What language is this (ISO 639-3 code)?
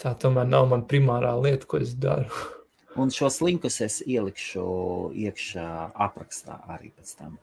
lav